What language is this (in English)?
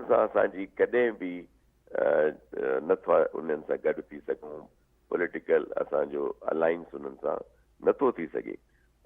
Sindhi